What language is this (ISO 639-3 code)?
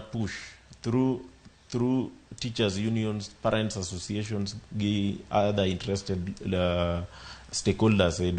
luo